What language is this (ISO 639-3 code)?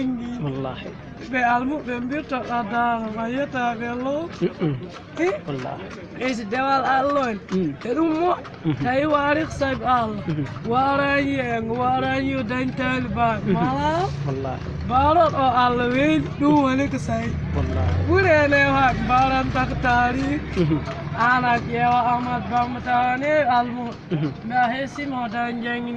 ful